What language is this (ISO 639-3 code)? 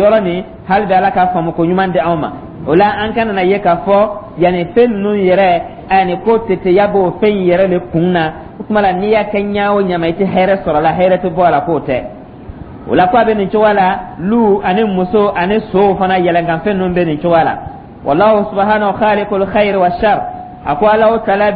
dyu